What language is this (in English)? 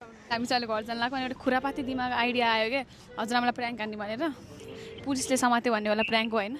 Nepali